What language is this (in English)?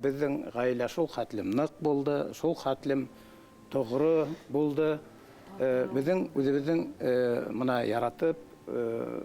Bashkir